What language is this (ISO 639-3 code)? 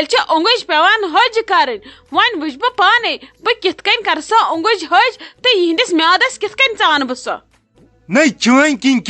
kas